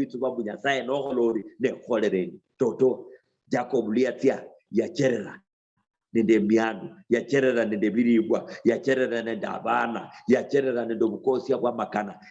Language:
Luyia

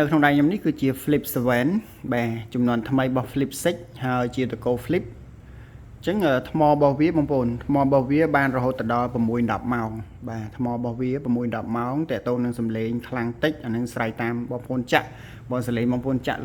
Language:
Khmer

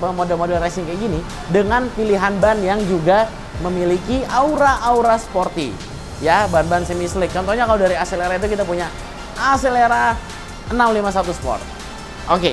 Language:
Indonesian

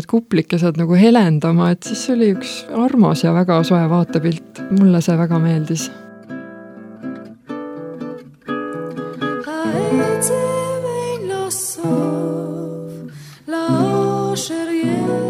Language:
Estonian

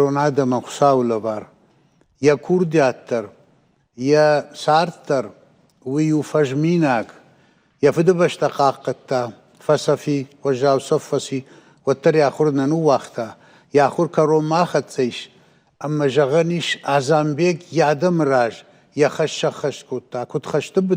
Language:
Ossetic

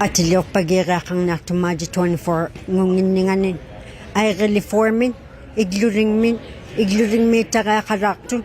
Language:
Inuktitut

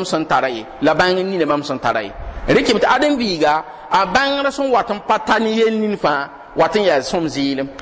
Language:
Mossi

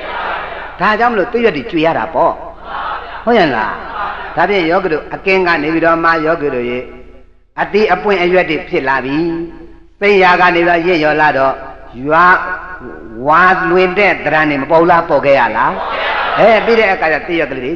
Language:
Burmese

